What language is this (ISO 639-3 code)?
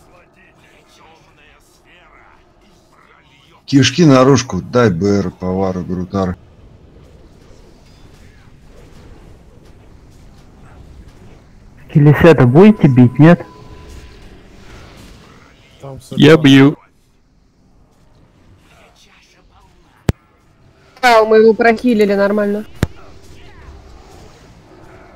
rus